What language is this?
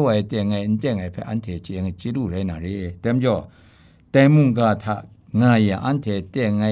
Kachin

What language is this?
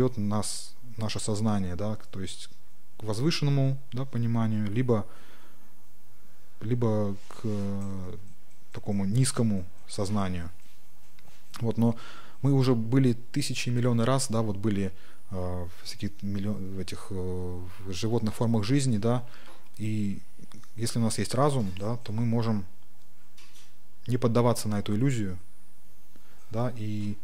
Russian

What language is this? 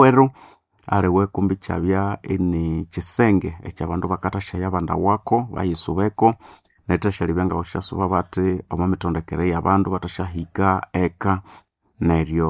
Nande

